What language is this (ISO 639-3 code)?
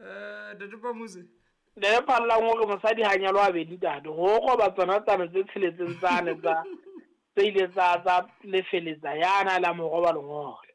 sot